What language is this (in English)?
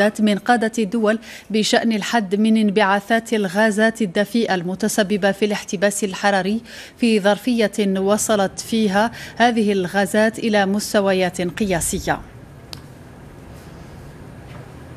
Arabic